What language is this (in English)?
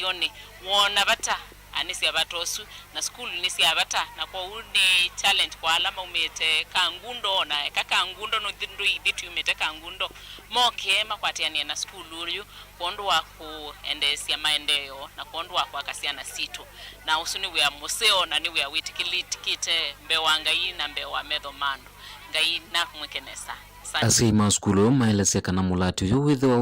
Kamba